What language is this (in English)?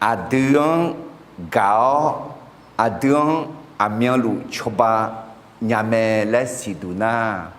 Akha